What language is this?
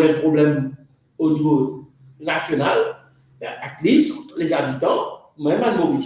Morisyen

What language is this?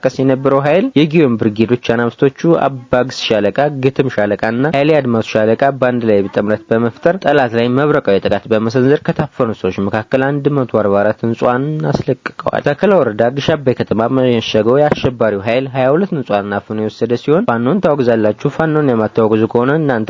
Amharic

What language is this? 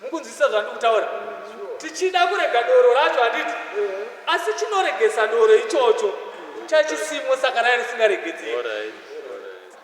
Shona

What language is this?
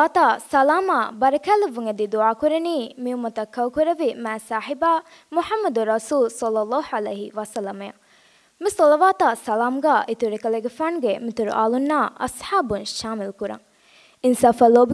Divehi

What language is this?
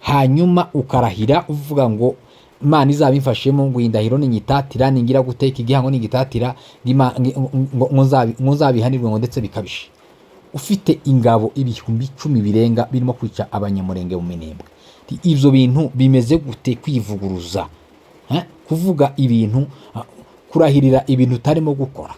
Kinyarwanda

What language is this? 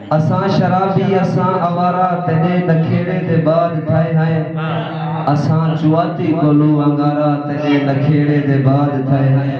Saraiki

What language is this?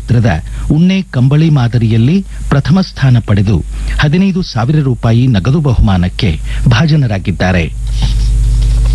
Kannada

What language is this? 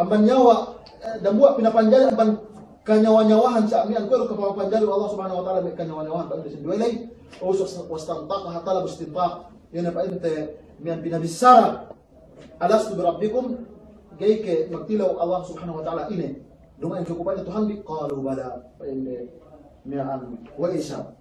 Yakan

